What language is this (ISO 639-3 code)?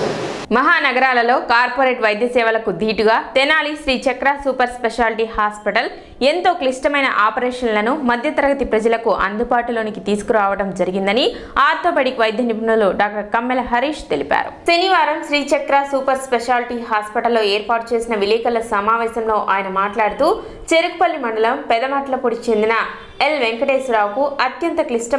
tel